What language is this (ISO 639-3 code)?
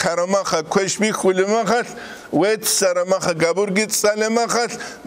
ava